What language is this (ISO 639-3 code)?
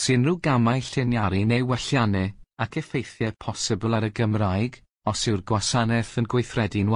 cym